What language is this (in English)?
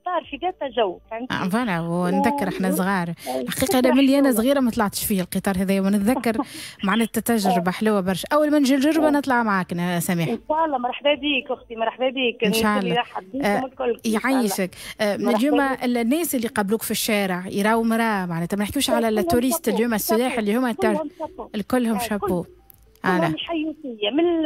Tunisian Arabic